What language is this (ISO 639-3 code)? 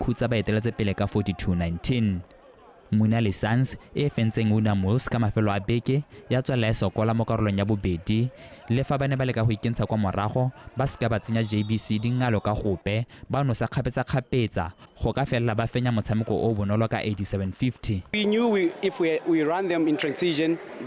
tsn